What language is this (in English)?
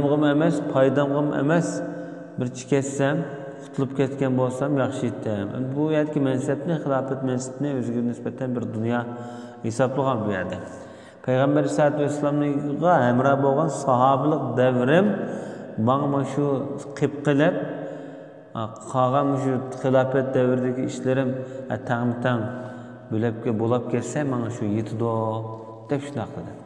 Uyghur